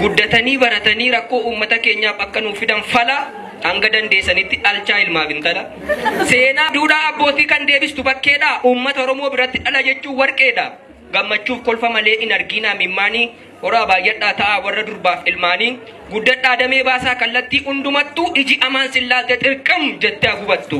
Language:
Oromo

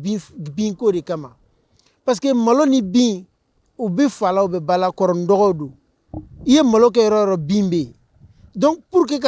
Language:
Bambara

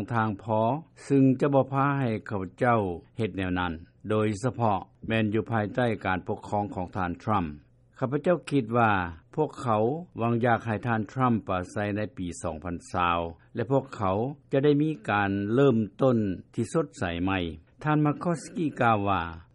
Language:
Lao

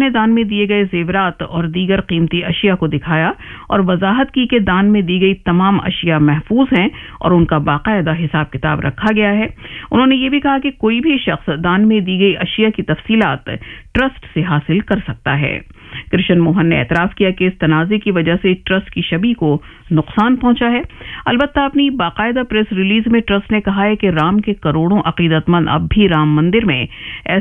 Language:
Urdu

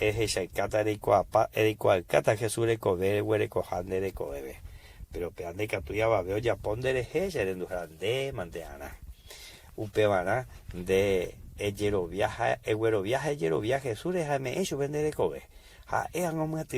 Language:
Guarani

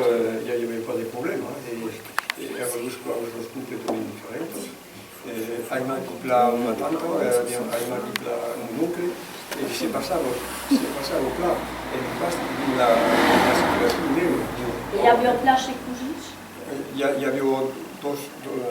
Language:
Occitan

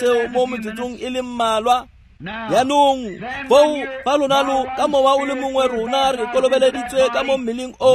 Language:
Tswana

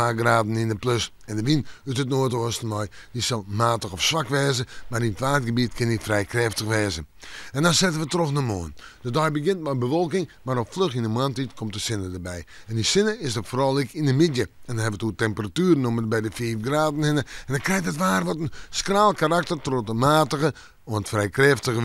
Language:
Western Frisian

